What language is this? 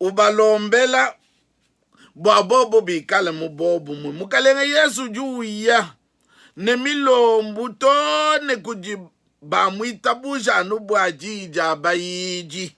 Luba-Lulua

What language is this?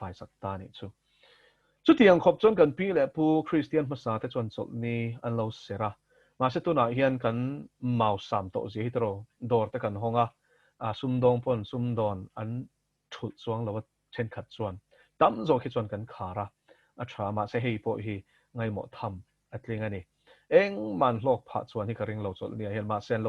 Mizo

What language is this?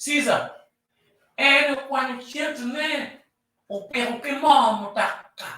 Acoli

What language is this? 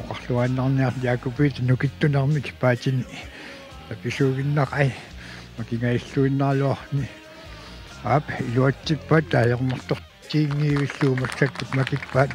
Kalaallisut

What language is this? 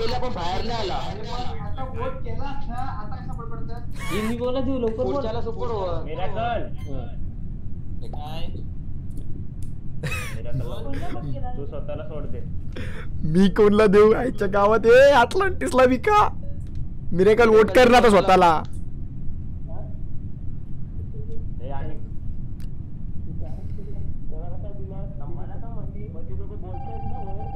Marathi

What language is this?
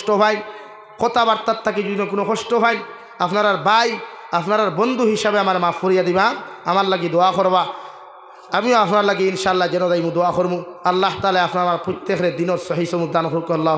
Sylheti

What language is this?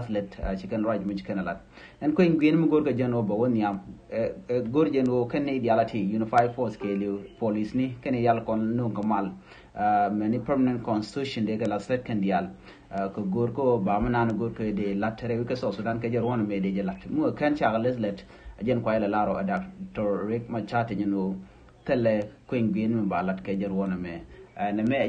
Nuer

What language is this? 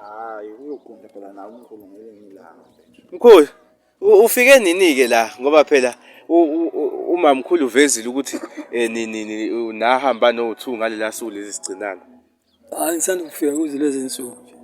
Zulu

